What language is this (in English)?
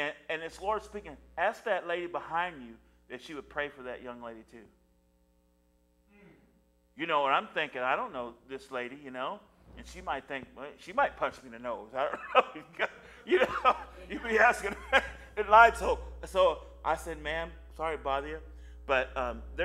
English